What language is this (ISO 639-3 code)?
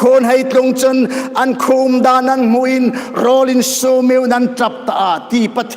hmr